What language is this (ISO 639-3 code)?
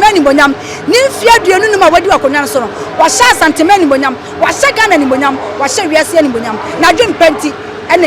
aka